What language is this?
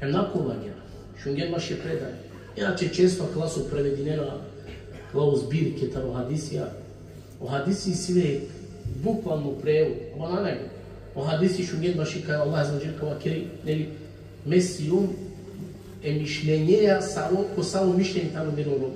Balkan Romani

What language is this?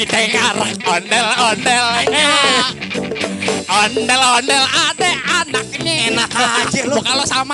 Betawi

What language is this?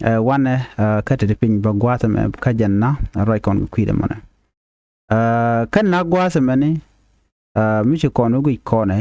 Nuer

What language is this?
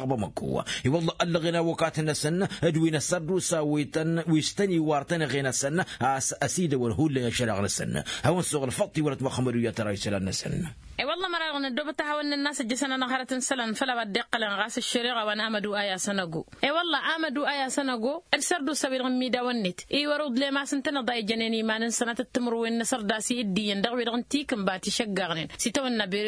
Tamasheq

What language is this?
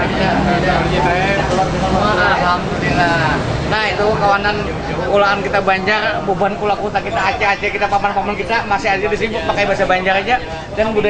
Banjar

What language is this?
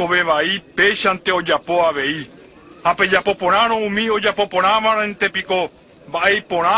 Guarani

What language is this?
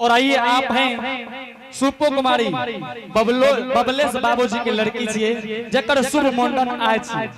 Angika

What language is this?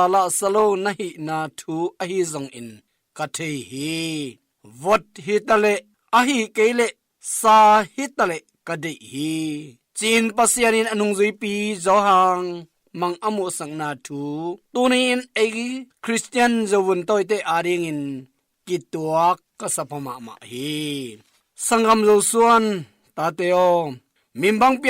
Tedim Chin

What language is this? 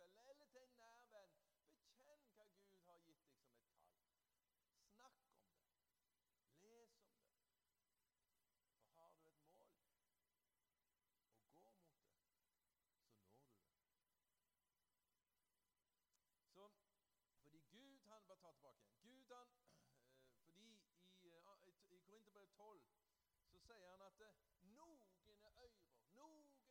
Norwegian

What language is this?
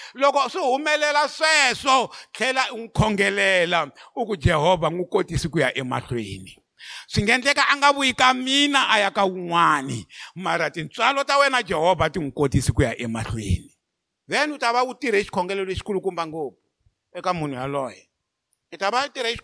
Tsonga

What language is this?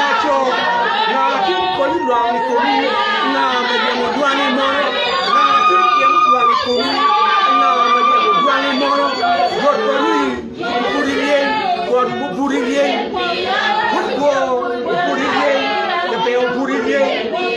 Acoli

